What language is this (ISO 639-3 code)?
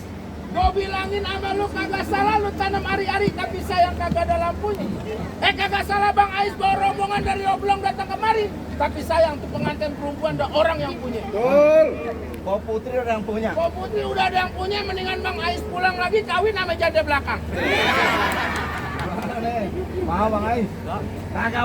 bew